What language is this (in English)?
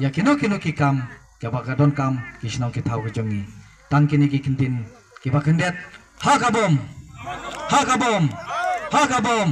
Khasi